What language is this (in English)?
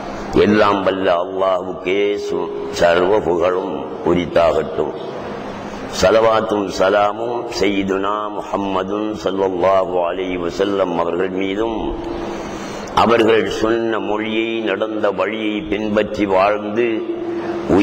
Tamil